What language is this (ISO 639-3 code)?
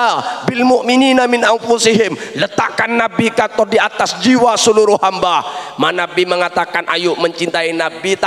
mad